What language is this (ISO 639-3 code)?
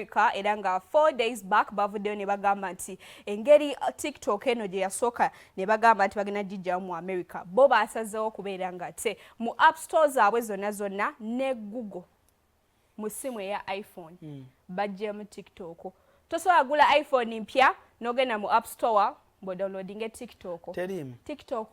lug